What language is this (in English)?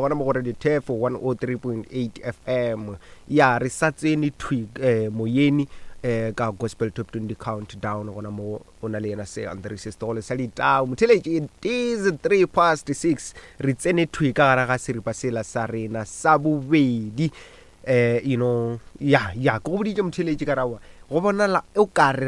Northern Sotho